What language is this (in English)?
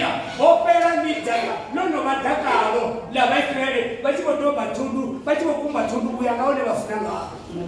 Venda